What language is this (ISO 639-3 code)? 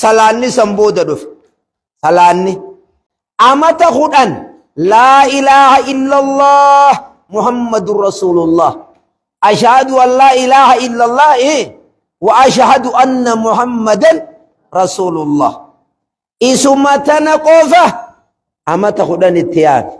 orm